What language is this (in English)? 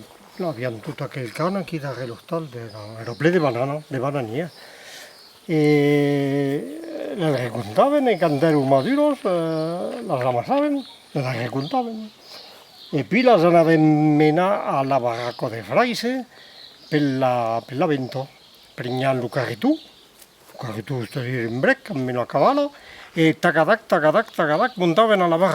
Occitan